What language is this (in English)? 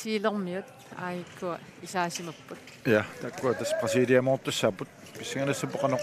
Kalaallisut